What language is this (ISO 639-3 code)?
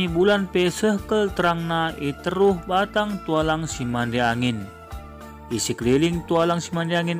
btx